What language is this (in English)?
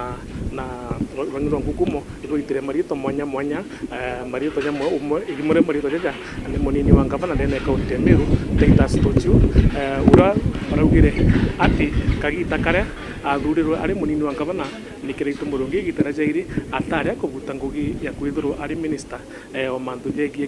Meru